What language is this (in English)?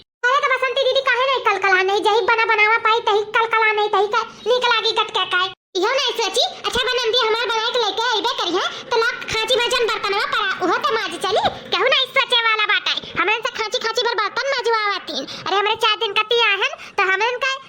Awadhi